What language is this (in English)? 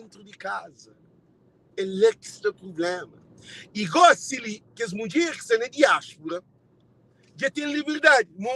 Kabuverdianu